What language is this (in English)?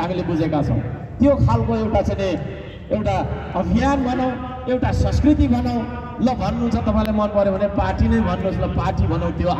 Nepali